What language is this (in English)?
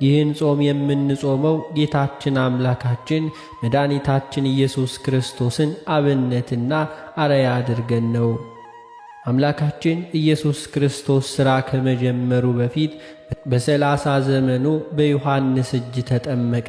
Amharic